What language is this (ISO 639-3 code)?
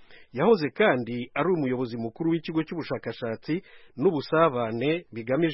kin